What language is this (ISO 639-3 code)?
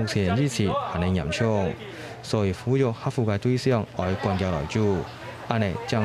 hak